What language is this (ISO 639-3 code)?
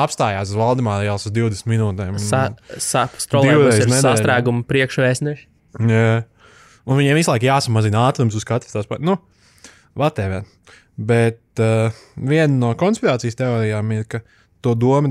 lav